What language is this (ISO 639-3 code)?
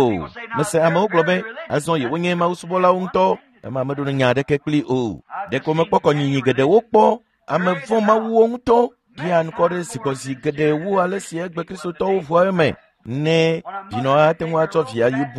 ewe